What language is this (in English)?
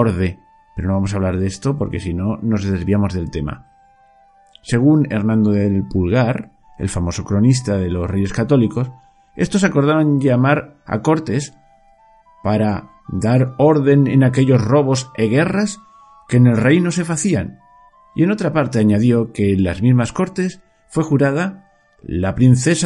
Spanish